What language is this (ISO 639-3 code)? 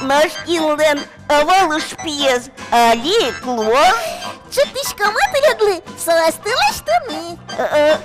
udm